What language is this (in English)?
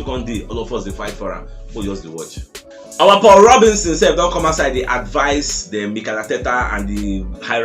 Nigerian Pidgin